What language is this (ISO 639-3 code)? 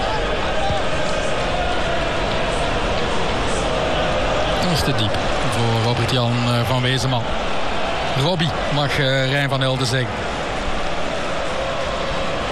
nld